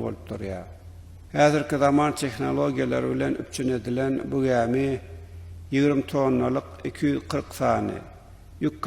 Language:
Turkmen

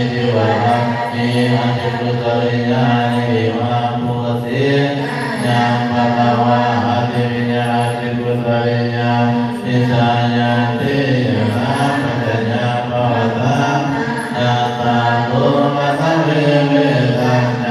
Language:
Pali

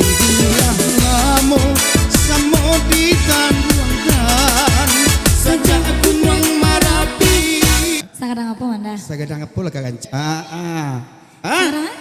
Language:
Minangkabau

